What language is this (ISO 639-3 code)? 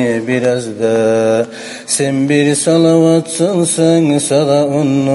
kum